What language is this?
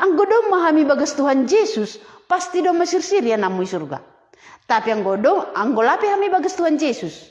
Batak Simalungun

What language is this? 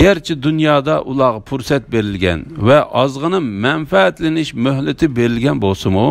Uyghur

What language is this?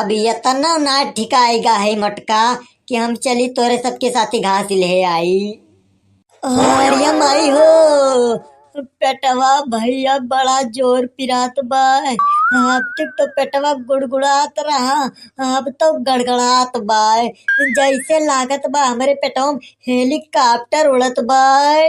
Awadhi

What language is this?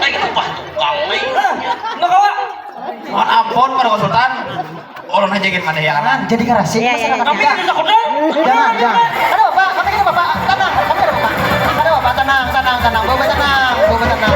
Banjar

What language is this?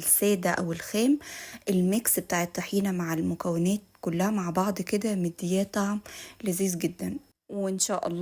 Egyptian Arabic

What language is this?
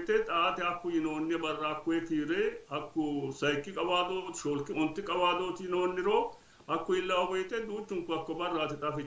Sidamo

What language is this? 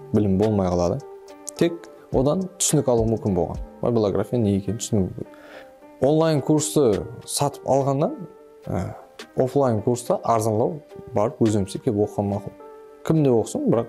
Kara-Kalpak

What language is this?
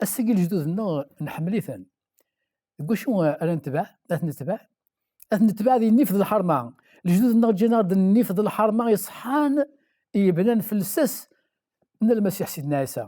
Kabyle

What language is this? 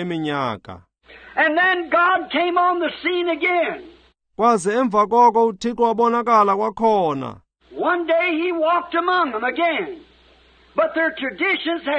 Xhosa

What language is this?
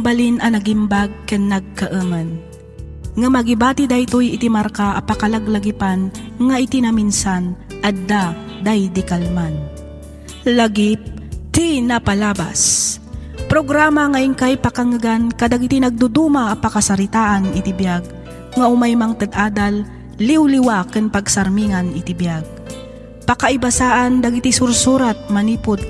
Iloko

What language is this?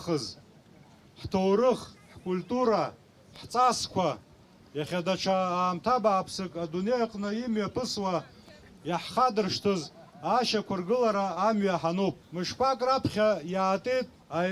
Abkhazian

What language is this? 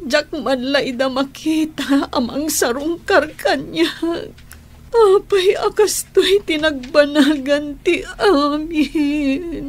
Iloko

